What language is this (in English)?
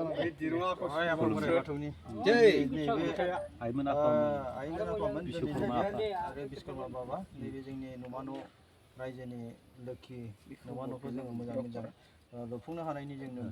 Bodo